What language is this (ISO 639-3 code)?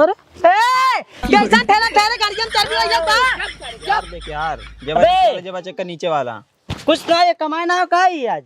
awa